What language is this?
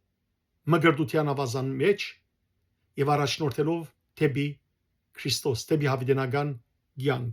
Western Armenian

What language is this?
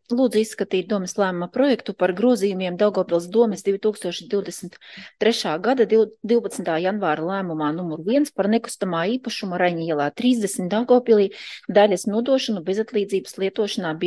Latvian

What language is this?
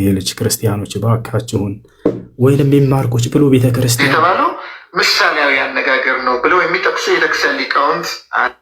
Amharic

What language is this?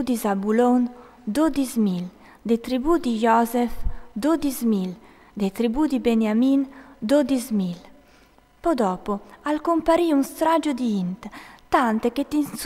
Friulian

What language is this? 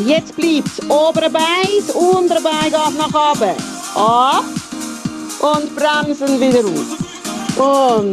Swiss German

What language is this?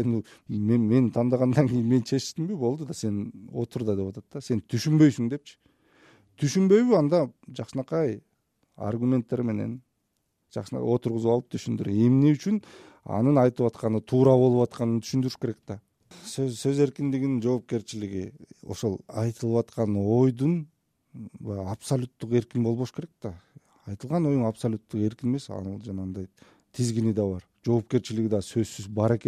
Kyrgyz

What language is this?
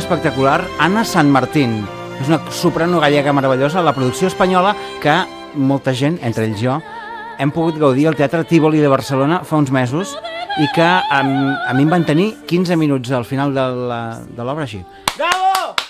Catalan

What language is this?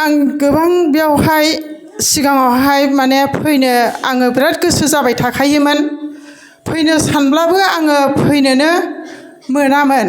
Bodo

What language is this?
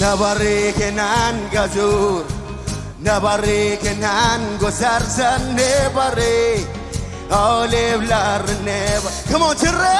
Marshallese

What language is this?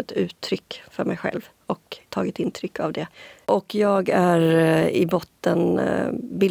Swedish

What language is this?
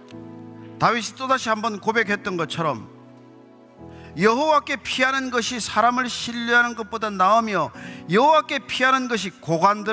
Korean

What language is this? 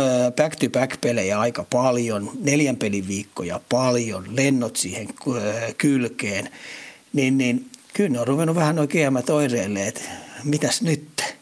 Finnish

